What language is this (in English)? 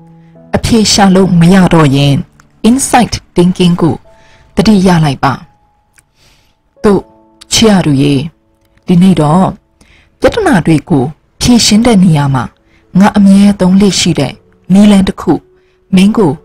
Burmese